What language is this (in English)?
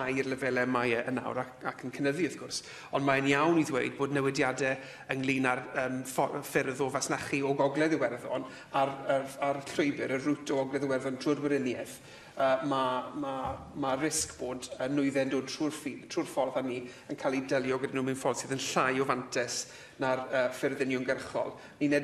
Welsh